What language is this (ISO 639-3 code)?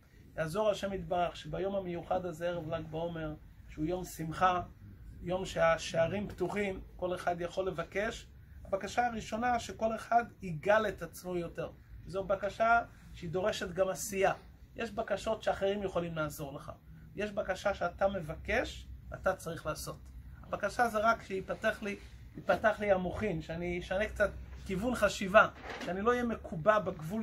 heb